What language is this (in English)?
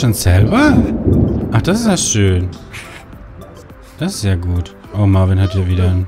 German